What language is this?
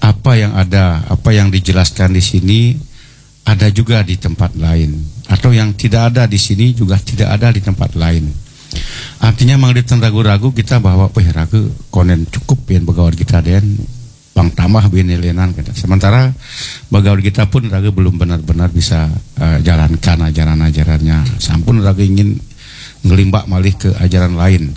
Balinese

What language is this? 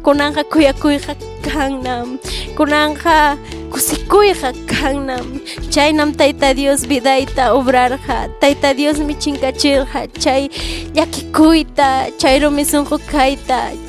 Ayacucho Quechua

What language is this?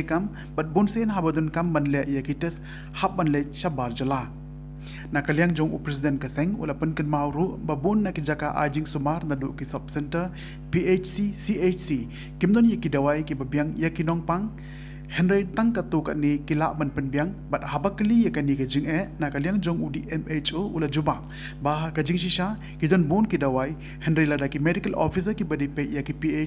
Khasi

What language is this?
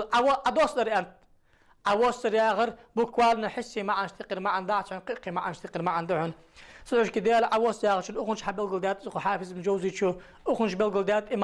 Ingush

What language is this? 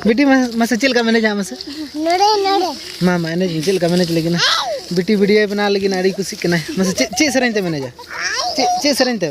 Santali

